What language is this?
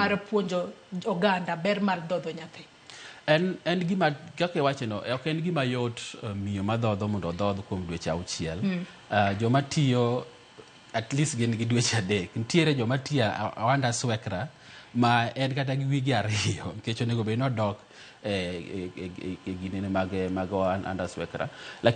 Luo (Kenya and Tanzania)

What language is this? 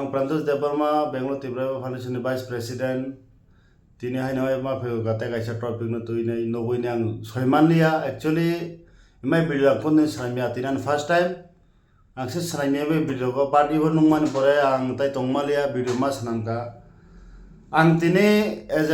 Kok Borok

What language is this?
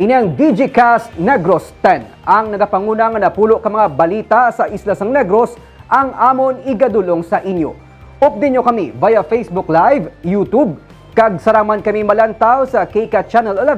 Hiligaynon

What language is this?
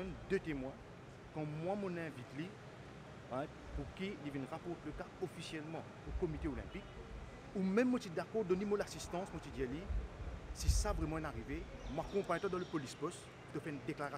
Morisyen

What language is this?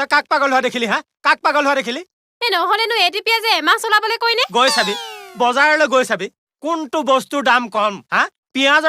Assamese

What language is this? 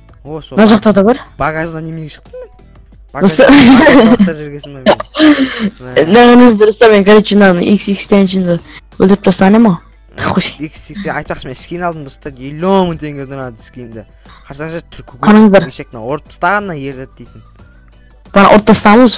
Kazakh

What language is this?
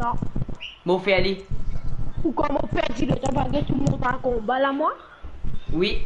Morisyen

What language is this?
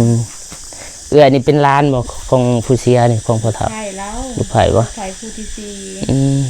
Lao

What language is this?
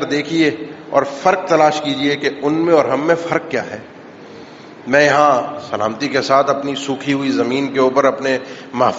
Urdu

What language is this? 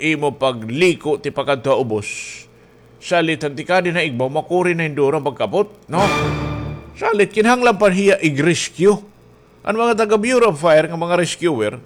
Waray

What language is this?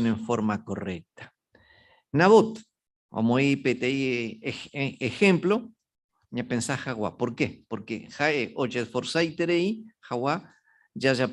Guarani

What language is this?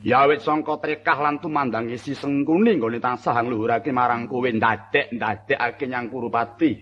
Javanese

